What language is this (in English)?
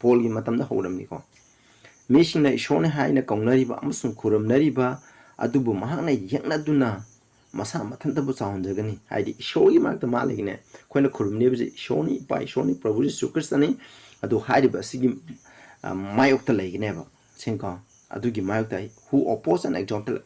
Manipuri